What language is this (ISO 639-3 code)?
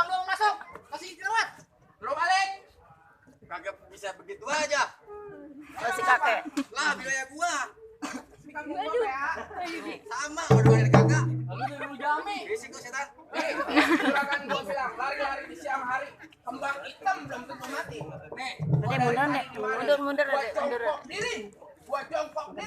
bew